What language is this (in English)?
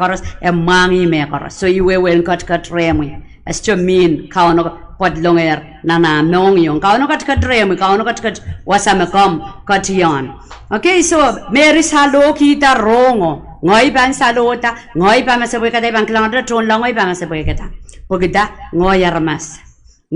Pohnpeian